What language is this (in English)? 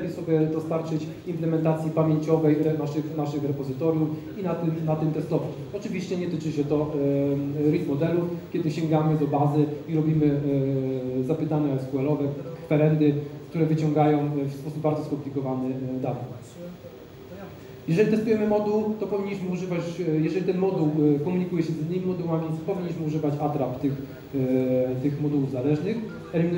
Polish